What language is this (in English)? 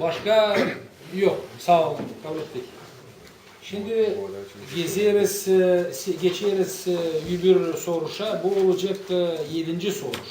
Gagauz